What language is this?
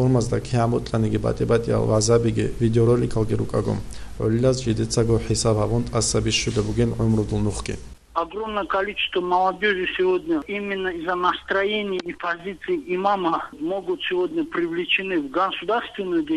Avaric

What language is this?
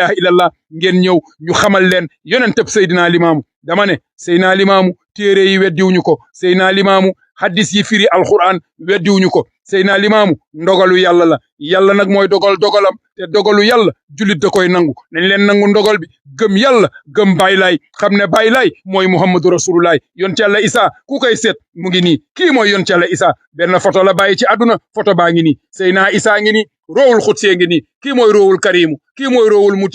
Wolof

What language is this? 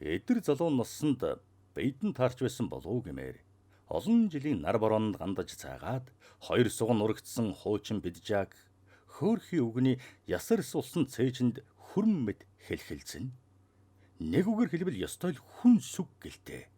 Mongolian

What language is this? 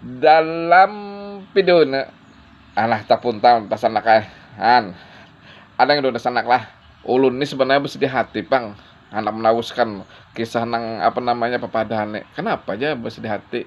Banjar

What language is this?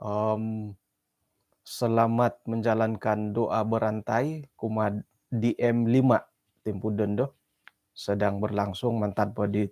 Central Dusun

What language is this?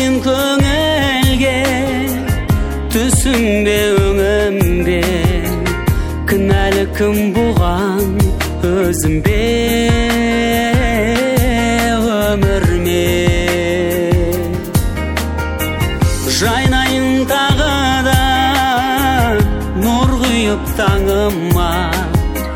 Kazakh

